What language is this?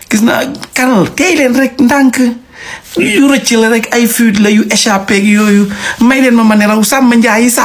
Wolof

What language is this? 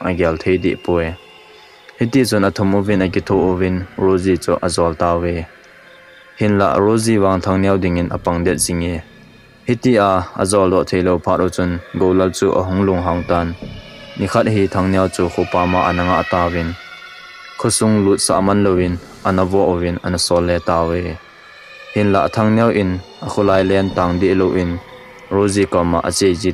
Thado Chin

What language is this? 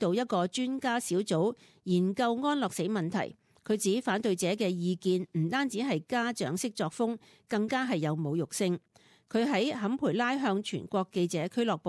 Cantonese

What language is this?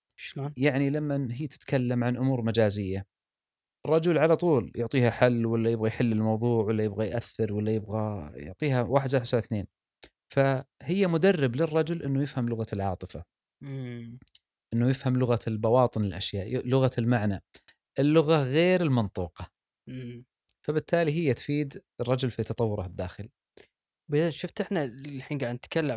Gulf Arabic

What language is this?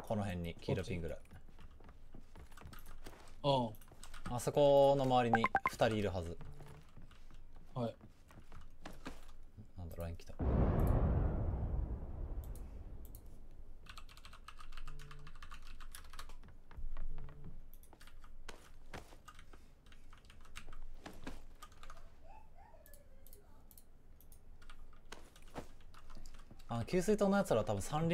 Japanese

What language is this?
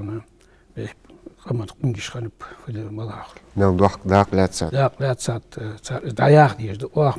Ingush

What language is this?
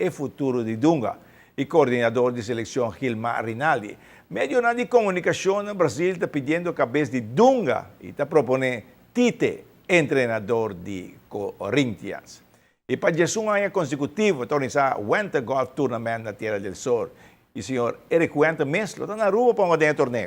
Papiamento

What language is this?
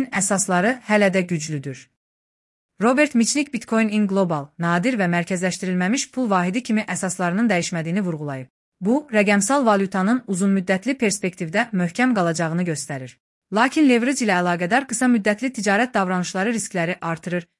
Azerbaijani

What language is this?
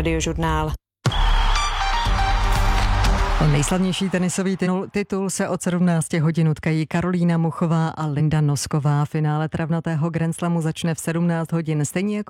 Czech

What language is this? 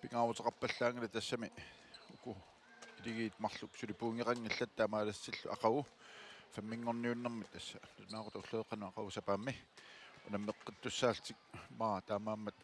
Kalaallisut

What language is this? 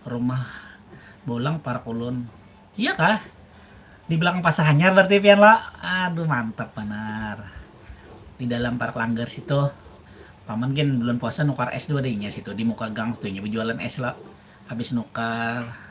Banjar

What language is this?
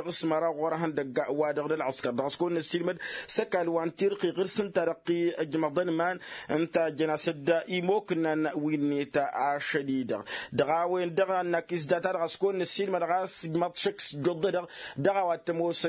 Tamasheq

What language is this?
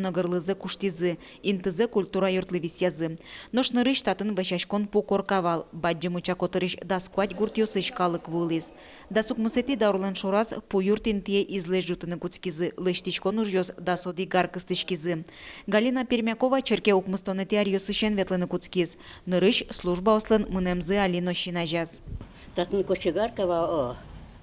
Udmurt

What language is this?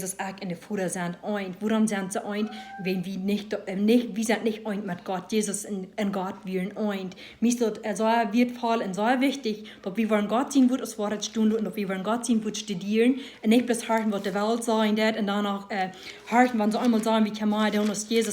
Plautdietsch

